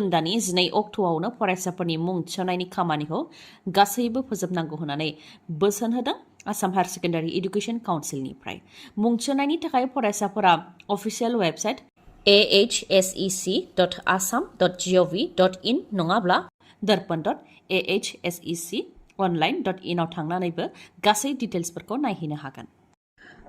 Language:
Bodo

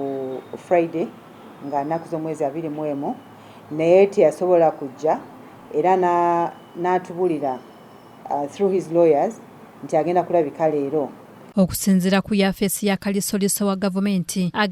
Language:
Ganda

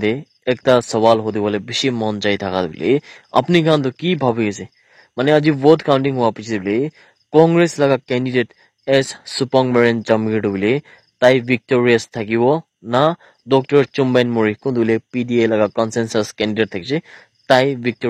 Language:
Naga Pidgin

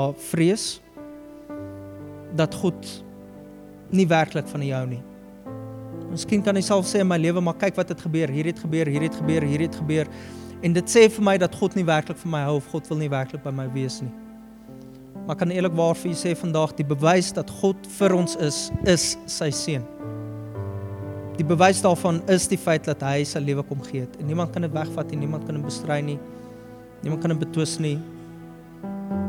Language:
Afrikaans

